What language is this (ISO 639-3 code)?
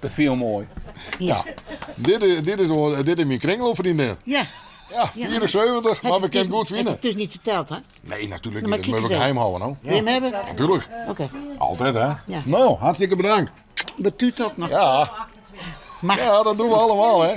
fry